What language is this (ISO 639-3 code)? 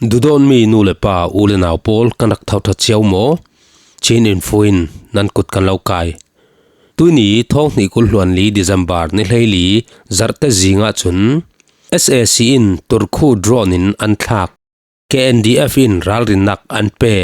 cfm